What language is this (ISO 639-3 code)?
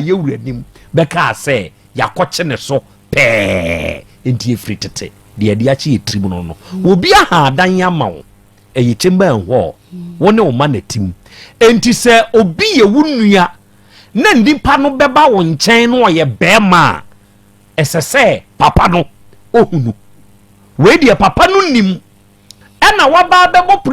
aka